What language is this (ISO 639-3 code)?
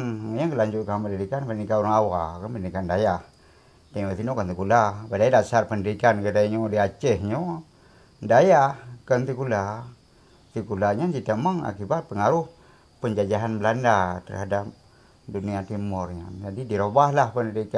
ace